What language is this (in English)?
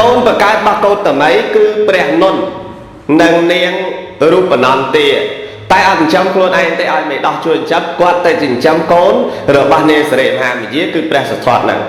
Khmer